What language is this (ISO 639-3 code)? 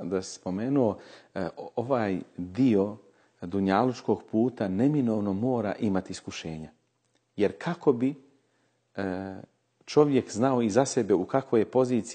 bos